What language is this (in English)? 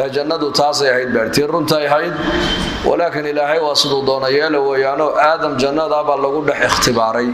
Somali